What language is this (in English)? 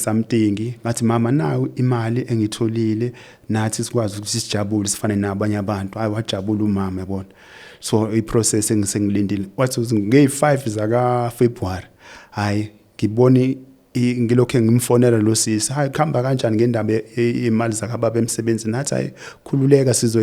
Zulu